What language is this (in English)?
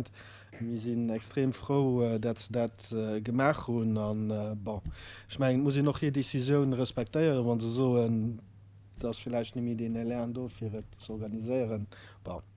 Luxembourgish